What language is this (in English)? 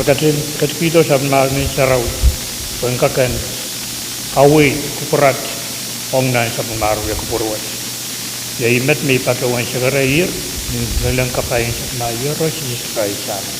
Pohnpeian